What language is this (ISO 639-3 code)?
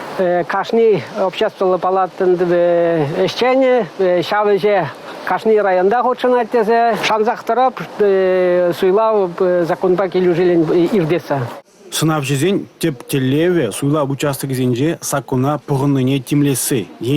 chv